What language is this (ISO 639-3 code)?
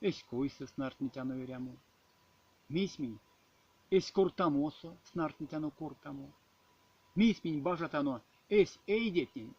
myv